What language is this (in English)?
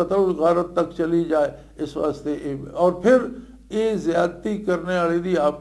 Western Panjabi